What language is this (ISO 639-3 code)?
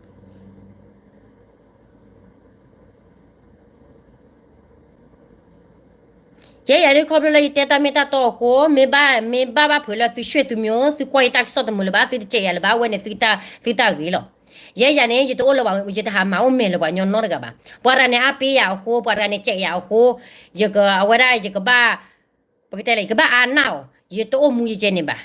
ksw